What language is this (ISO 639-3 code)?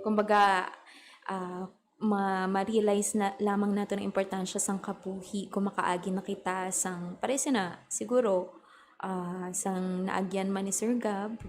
hil